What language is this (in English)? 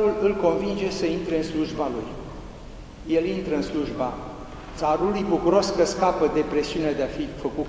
Romanian